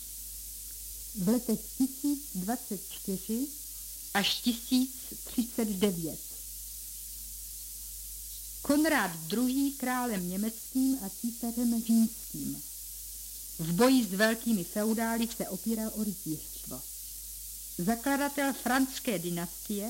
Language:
Czech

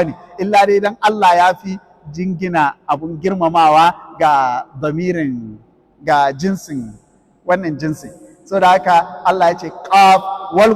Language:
Hausa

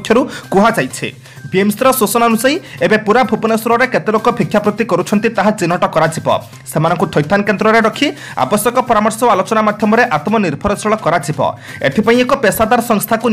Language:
Odia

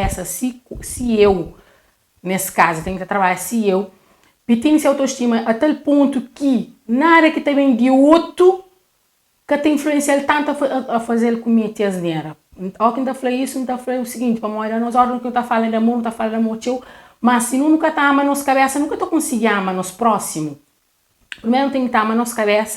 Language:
Kabuverdianu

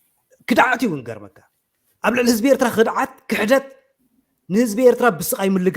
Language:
Tigrinya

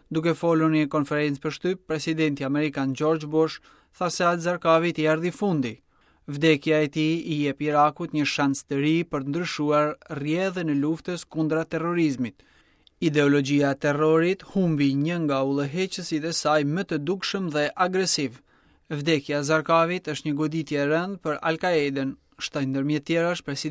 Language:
Albanian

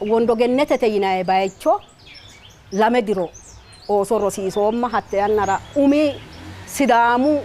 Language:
Sidamo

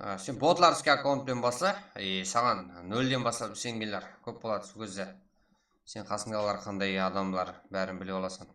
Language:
Kara-Kalpak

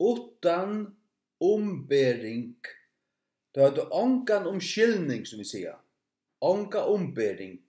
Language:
Faroese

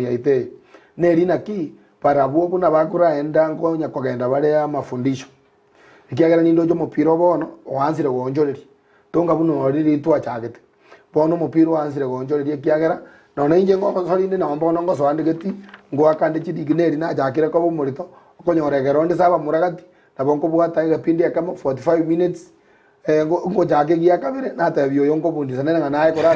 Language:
Gusii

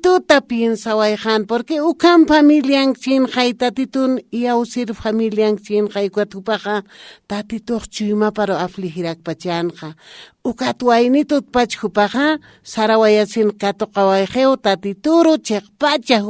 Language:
Aymara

